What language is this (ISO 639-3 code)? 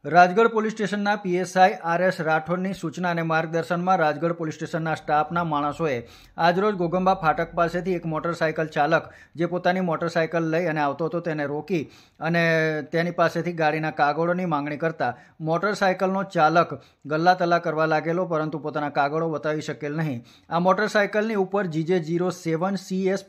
guj